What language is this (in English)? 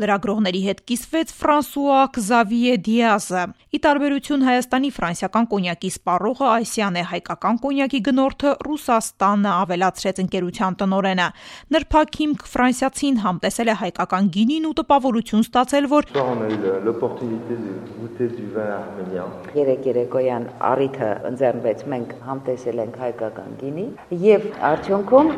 Armenian